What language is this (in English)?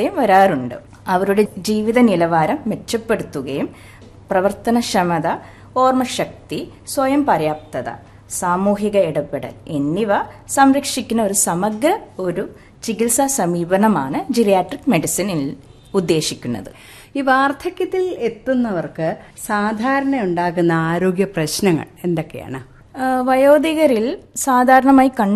Malayalam